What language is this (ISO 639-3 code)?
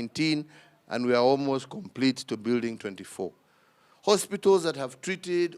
guz